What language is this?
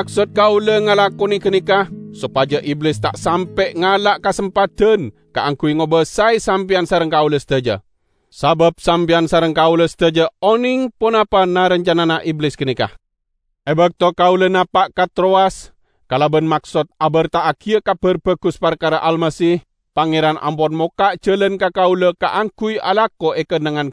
Madurese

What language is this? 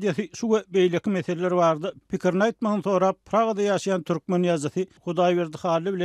Turkmen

